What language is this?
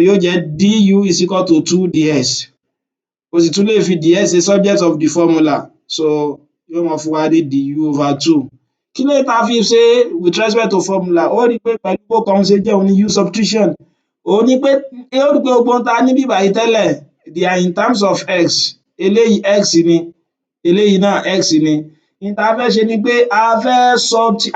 Yoruba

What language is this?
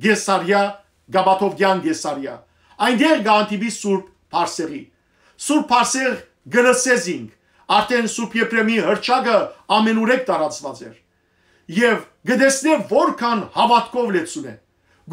Western Armenian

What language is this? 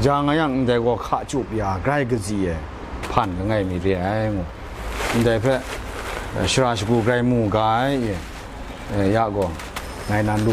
Kachin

